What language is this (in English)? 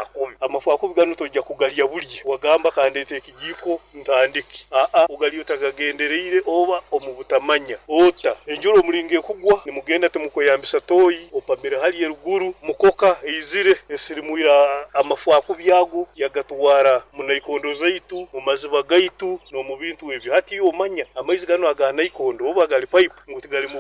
Nyoro